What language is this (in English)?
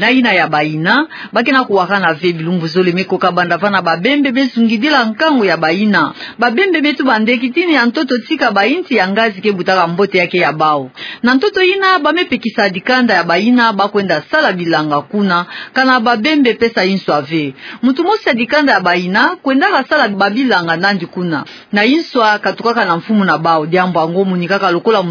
Kituba (Democratic Republic of Congo)